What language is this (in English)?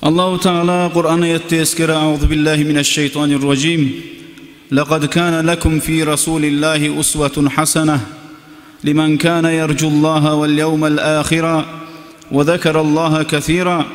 Kumyk